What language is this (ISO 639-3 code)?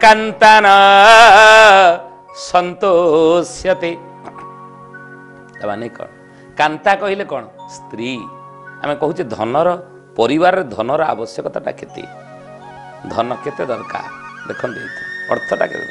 ori